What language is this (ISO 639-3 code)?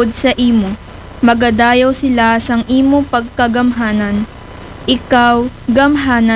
akl